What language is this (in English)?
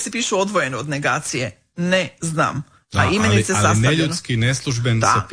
Croatian